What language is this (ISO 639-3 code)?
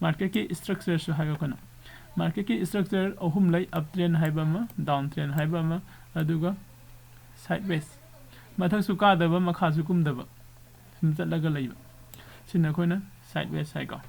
mni